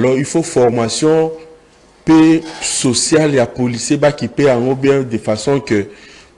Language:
Lingala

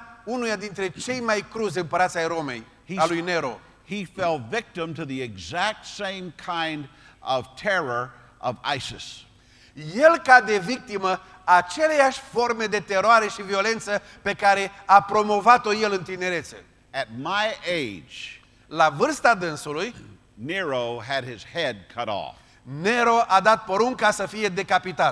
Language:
Romanian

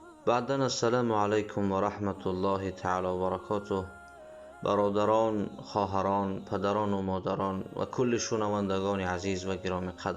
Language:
Tajik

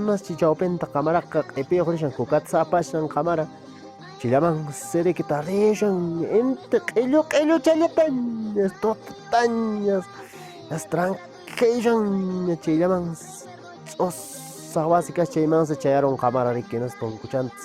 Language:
Quechua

